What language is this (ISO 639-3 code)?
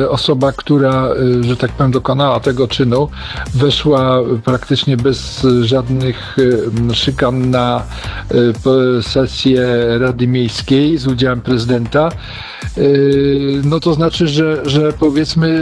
pol